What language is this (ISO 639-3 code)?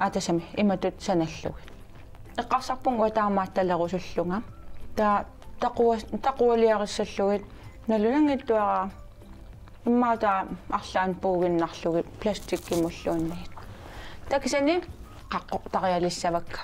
kal